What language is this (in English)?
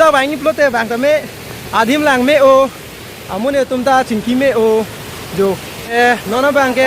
Karbi